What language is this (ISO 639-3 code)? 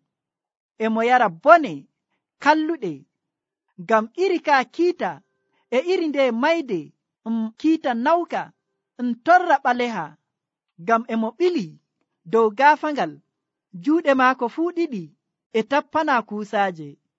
fuv